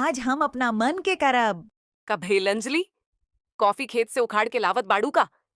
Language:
Bhojpuri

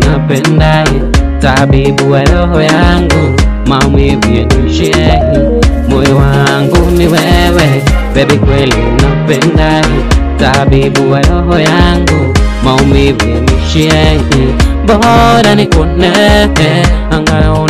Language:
Swahili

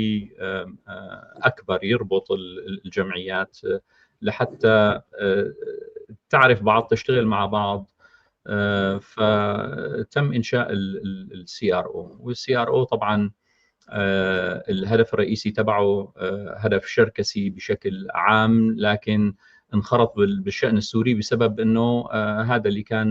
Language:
North Levantine Arabic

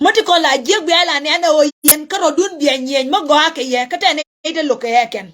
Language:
Nuer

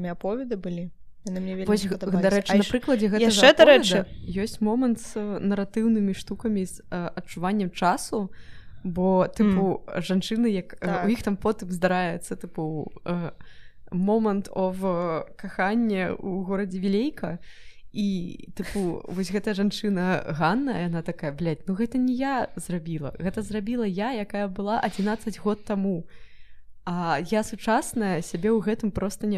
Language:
Belarusian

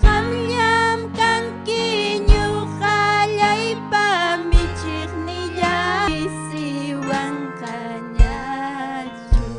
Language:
Ayacucho Quechua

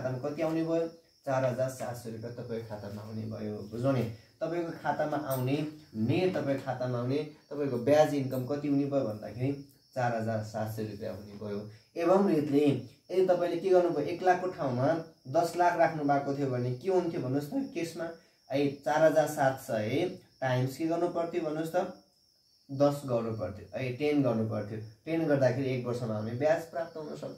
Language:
Nepali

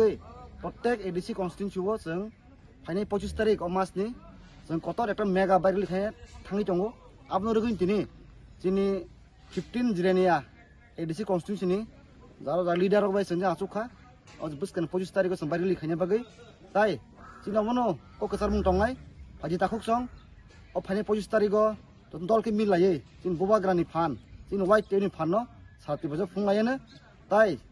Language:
Kok Borok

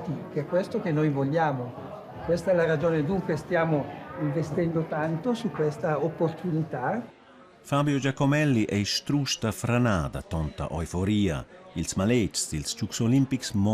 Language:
Romansh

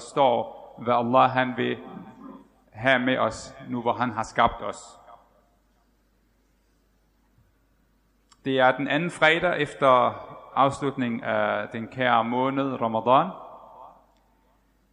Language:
Danish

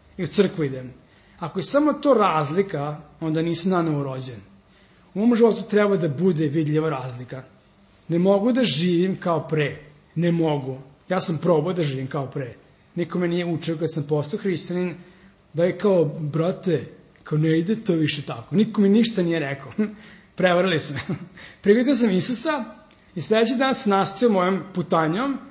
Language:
Serbian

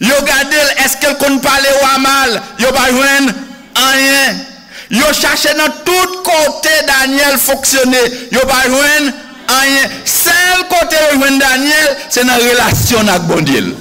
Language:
Haitian Creole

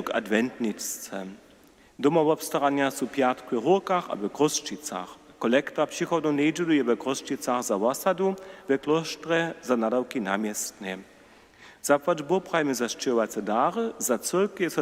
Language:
Upper Sorbian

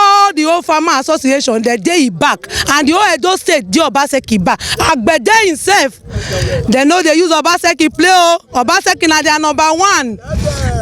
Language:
Nigerian Pidgin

